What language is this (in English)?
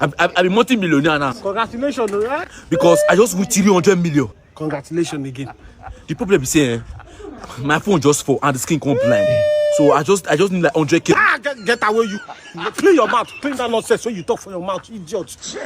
Nigerian Pidgin